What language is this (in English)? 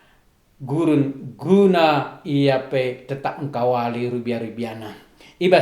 Batak Karo